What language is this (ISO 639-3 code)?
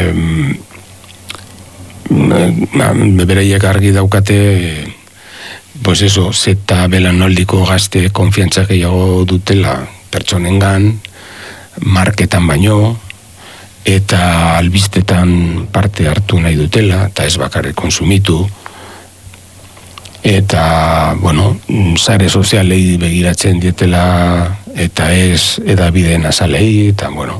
eus